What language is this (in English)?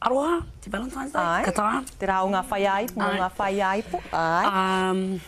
Māori